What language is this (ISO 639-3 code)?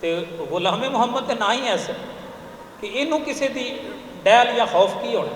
lah